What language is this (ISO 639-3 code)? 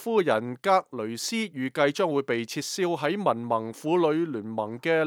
yue